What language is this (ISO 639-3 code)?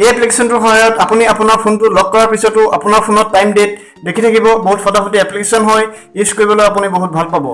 asm